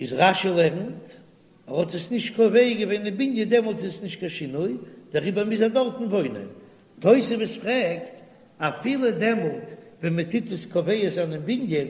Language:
Yiddish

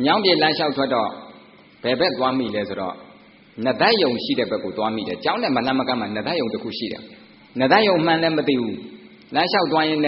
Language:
Burmese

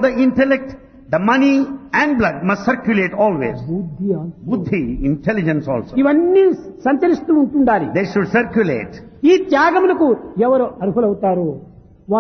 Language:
Telugu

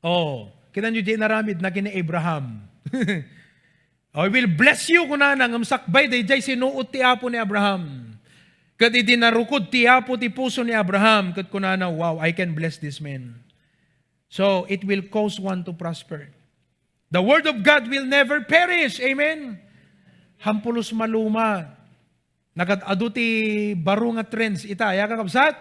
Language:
Iloko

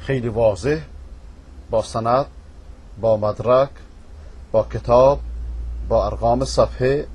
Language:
Persian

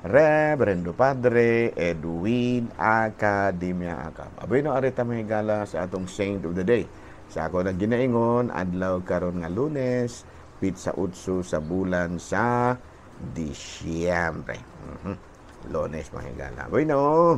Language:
Cebuano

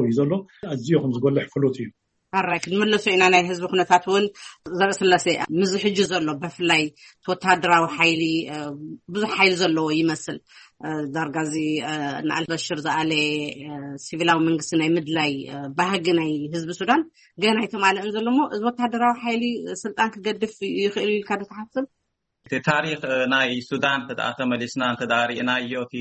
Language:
Tigrinya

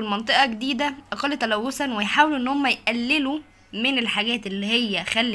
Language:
Egyptian Arabic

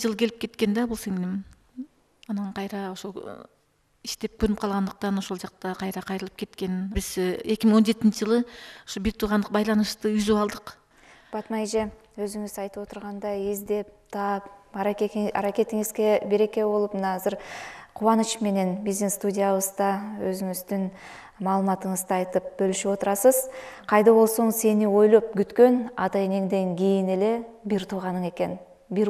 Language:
Kyrgyz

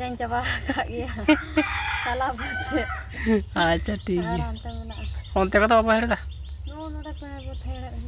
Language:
Santali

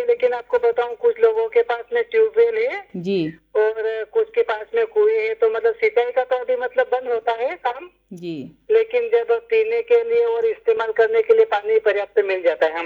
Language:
Hindi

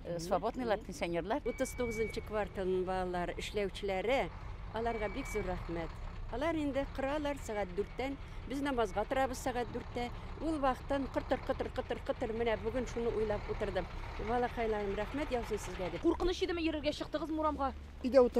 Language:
Tatar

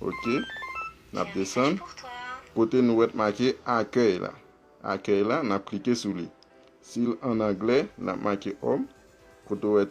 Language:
Haitian Creole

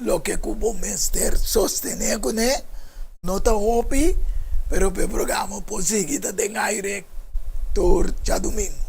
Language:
Papiamento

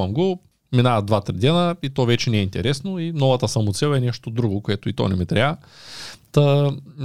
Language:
Bulgarian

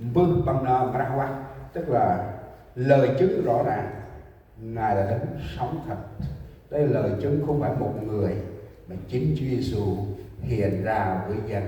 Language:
Central Mnong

